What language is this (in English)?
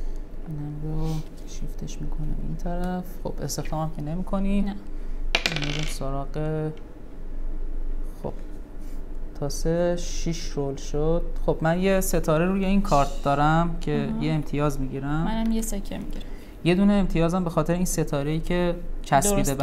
Persian